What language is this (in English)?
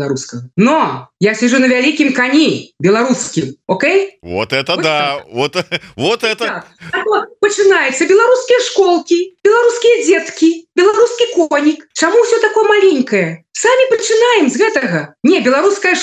Belarusian